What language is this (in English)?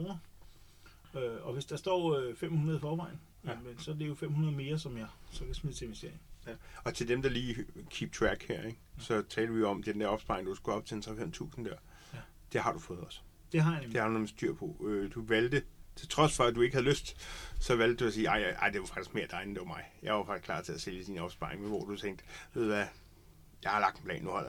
Danish